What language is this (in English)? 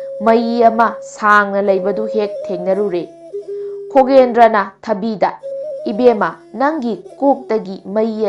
Manipuri